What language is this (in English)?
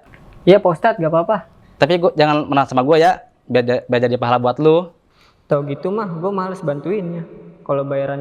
Betawi